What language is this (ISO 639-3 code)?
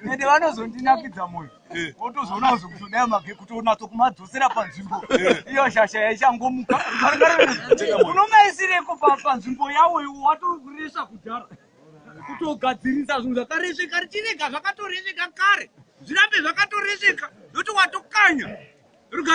sna